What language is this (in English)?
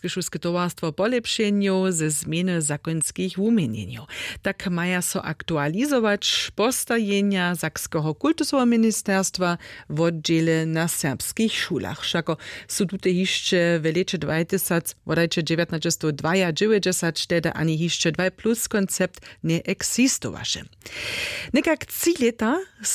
Upper Sorbian